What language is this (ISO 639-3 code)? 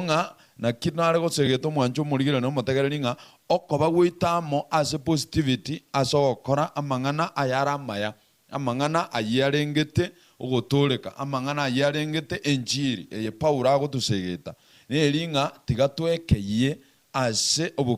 guz